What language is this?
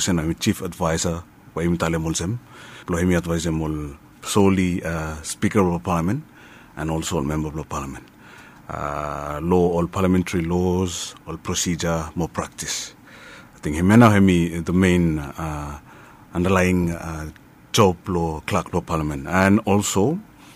Bislama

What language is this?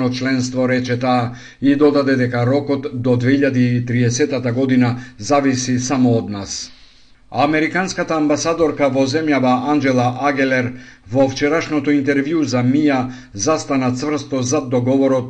Macedonian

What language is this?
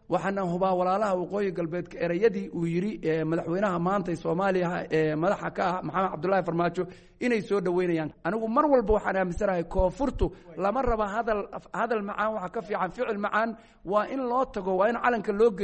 Somali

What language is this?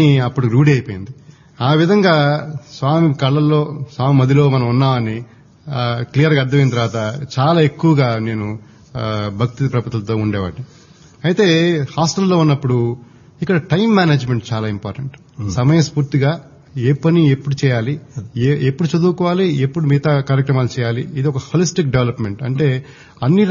Telugu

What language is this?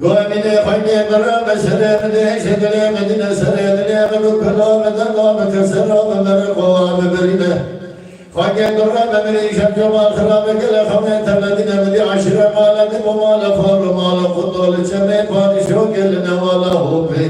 Kurdish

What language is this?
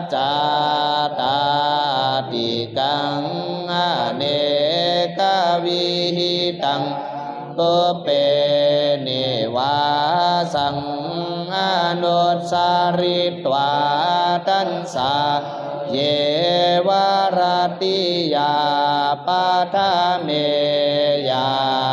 Pali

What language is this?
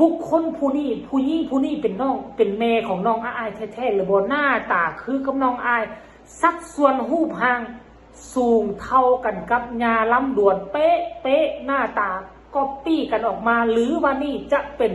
Northeastern Thai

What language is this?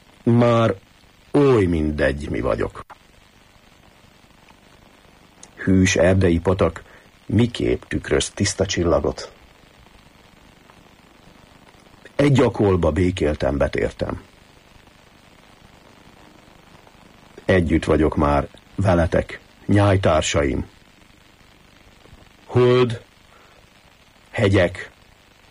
Hungarian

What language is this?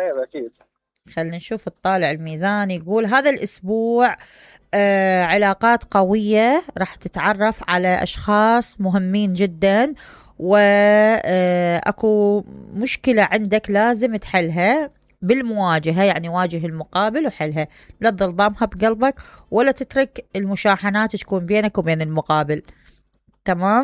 Mesopotamian Arabic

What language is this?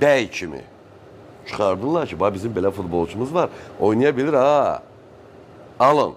Azerbaijani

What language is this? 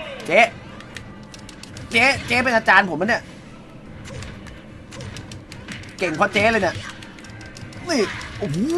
Thai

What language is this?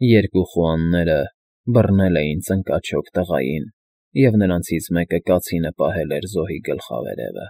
Armenian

